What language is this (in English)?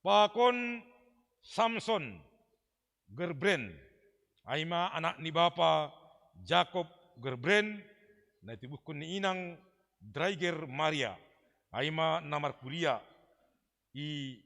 Batak Simalungun